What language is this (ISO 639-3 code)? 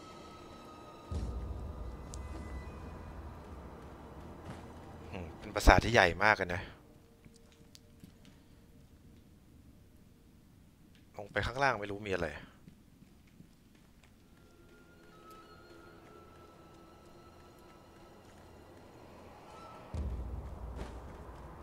tha